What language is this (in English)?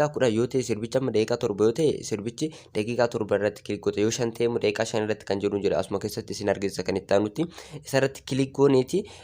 Oromo